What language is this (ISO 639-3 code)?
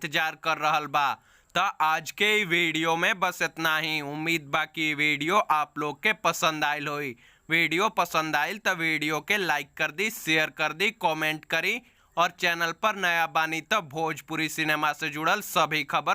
bho